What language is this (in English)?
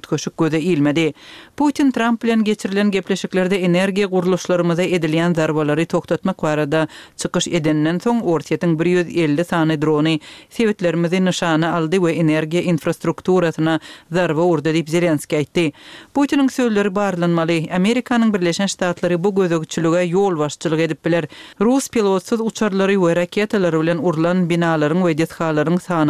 Turkmen